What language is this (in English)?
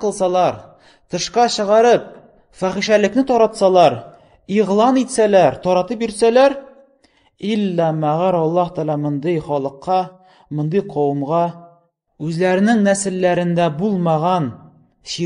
Tatar